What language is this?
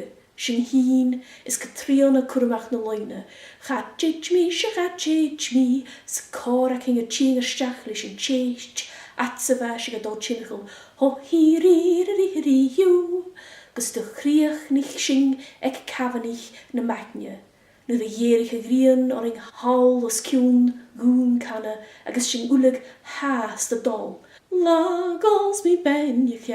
Scottish Gaelic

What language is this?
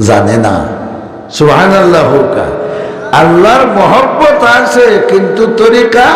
Sylheti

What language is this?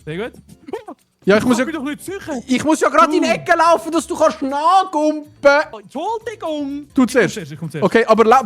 Swiss German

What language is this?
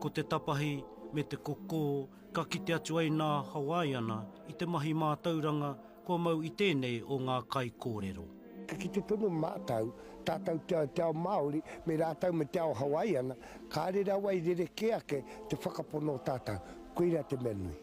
Māori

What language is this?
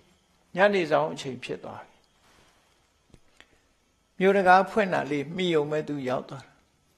Burmese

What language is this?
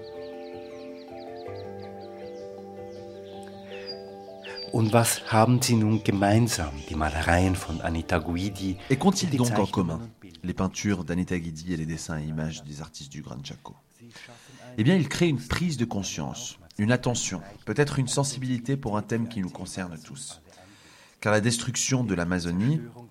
French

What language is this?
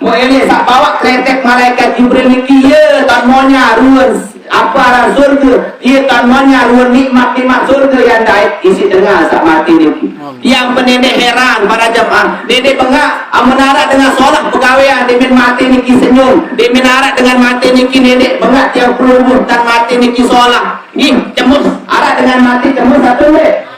Sasak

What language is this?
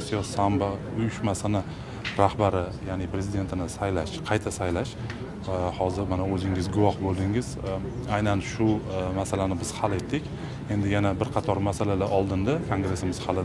Uzbek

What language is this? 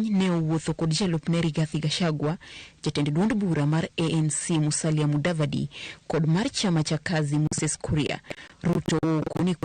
Luo (Kenya and Tanzania)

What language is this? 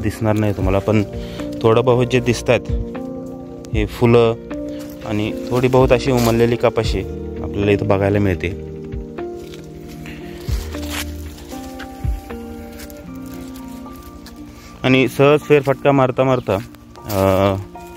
Marathi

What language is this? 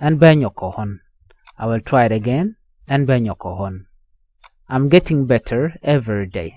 Nuer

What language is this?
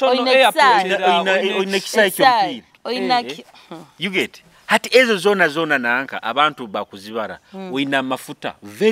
Nyoro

